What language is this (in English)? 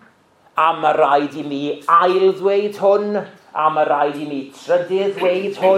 Welsh